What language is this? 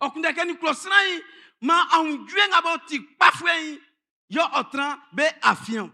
Baoulé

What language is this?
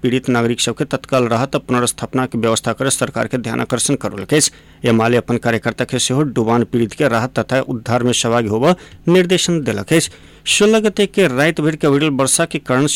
Maithili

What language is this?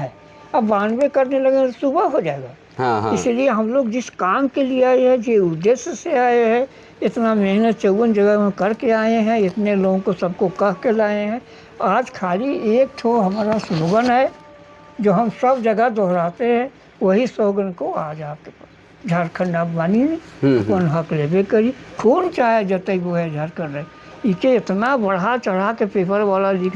Sadri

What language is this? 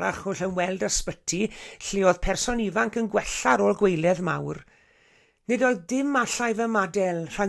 Welsh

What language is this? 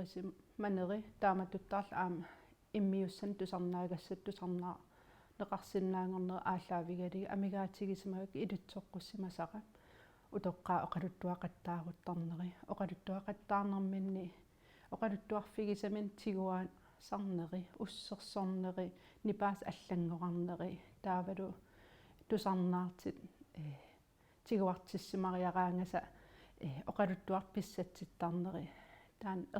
Kalaallisut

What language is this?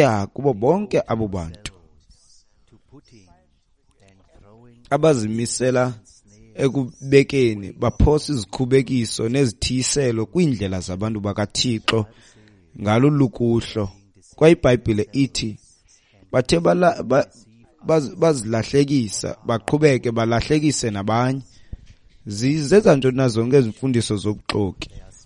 Xhosa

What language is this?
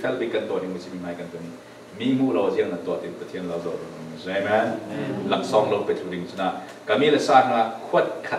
Falam Chin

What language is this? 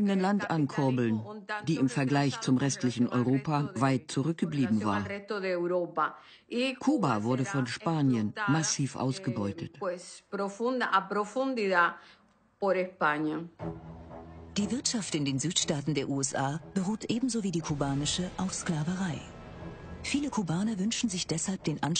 German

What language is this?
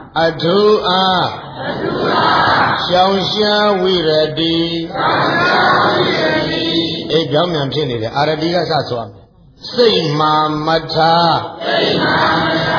Burmese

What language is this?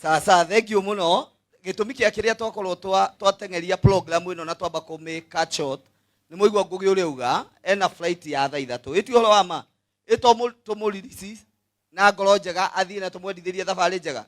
Kikuyu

